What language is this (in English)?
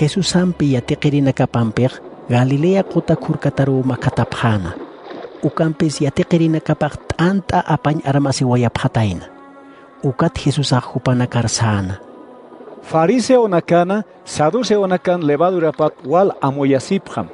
Aymara